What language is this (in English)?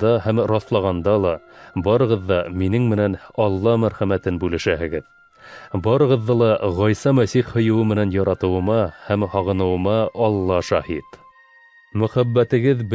Bashkir